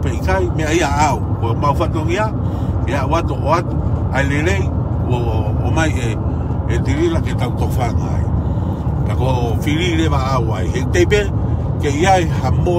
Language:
Tongan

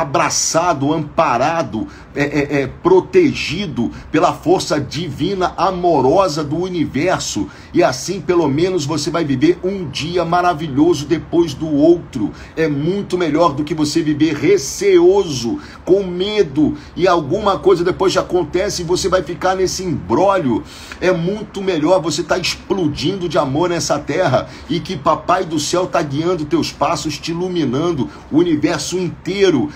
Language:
Portuguese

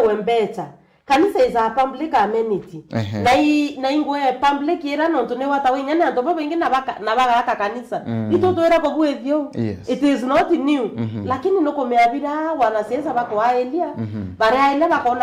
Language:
Meru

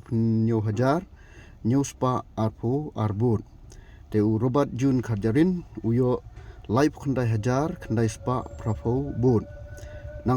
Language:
Khasi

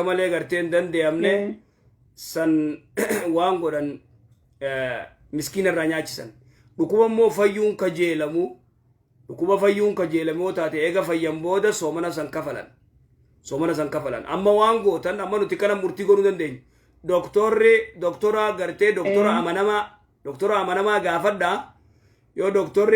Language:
Oromo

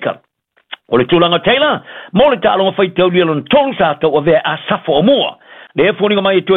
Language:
Samoan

